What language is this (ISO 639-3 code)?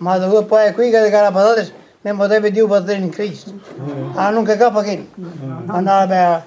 bre